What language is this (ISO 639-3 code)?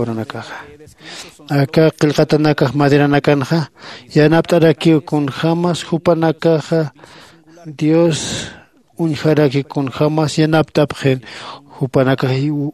aym